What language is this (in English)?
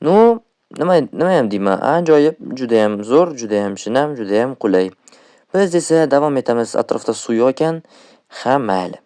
Uzbek